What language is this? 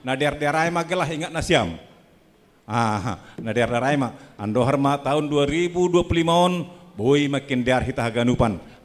Batak Simalungun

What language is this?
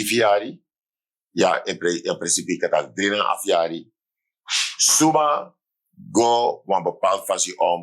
Sranan Tongo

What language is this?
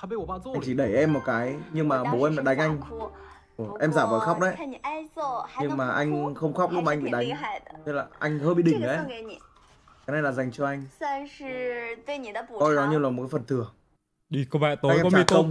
Vietnamese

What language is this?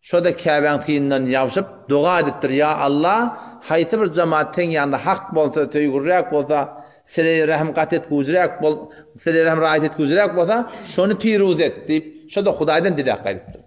Turkmen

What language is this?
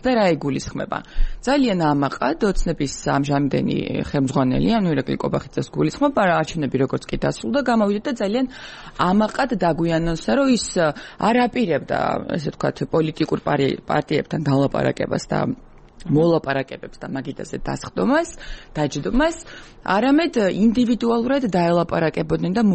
Georgian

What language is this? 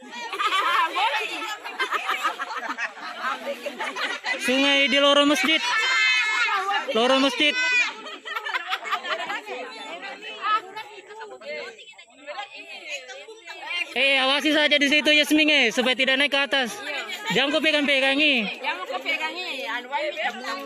Indonesian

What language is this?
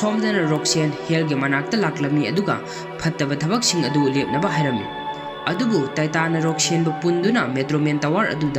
Manipuri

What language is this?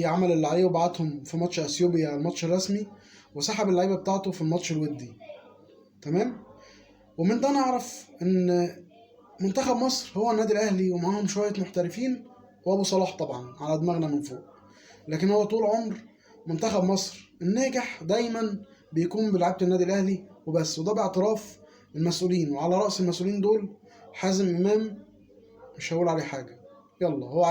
Egyptian Arabic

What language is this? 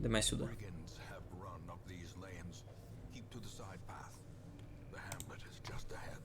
Rusyn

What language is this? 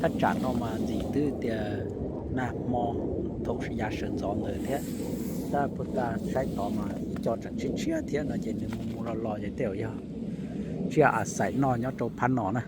Hmong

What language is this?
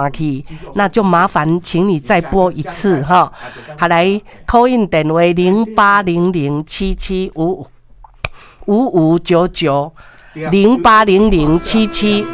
Min Nan Chinese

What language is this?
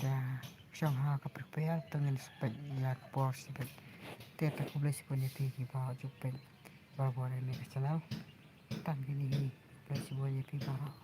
Khasi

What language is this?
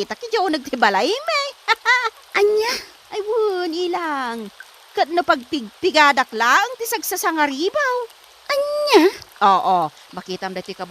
Iloko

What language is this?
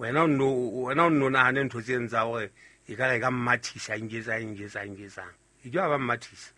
Southern Sotho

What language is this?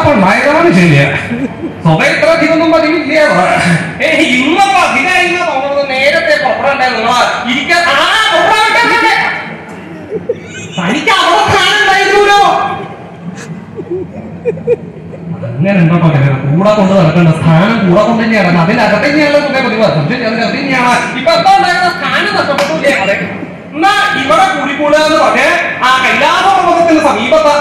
Malayalam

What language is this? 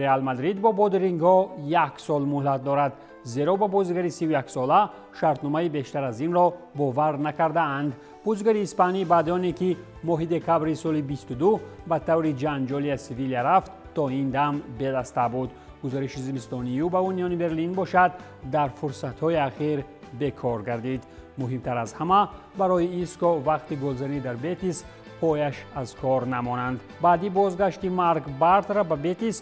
Tajik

